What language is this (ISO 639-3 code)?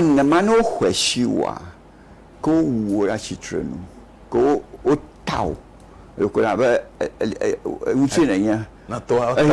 ewe